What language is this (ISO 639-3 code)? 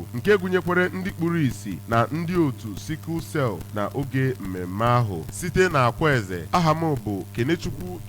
ibo